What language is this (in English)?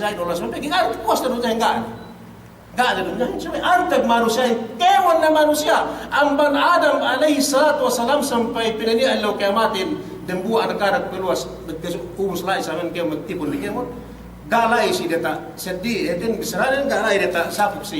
Yakan